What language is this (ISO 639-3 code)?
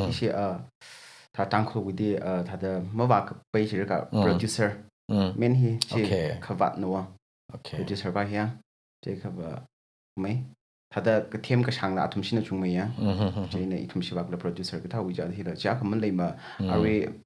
nmf